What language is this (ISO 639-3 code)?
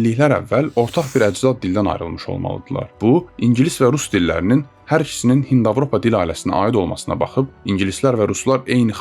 aze